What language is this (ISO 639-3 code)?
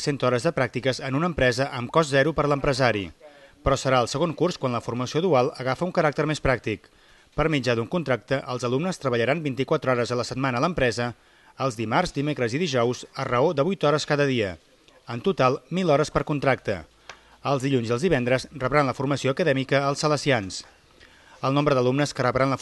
cat